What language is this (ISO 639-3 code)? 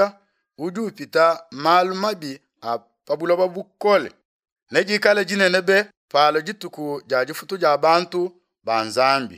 lua